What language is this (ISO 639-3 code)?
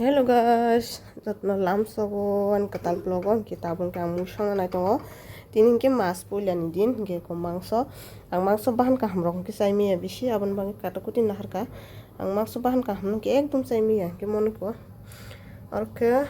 trp